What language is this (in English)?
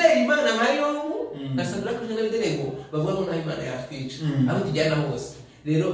Kinyarwanda